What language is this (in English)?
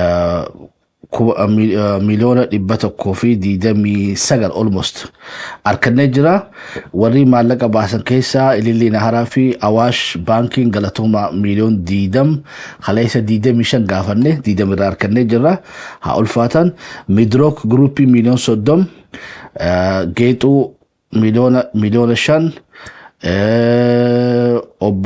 Oromo